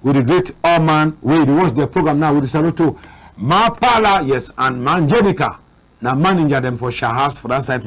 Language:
Cameroon Pidgin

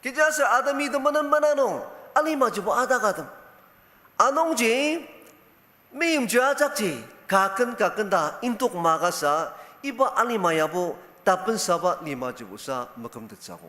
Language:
Ao Naga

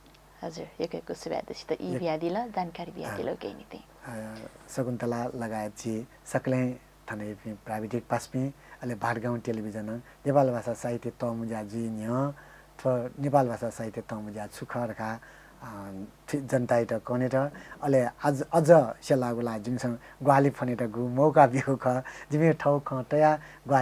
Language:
Newari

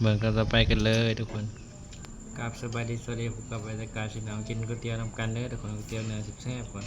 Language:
Northeastern Thai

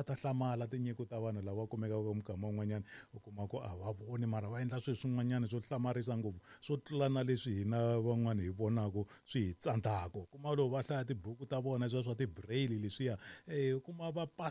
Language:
Tsonga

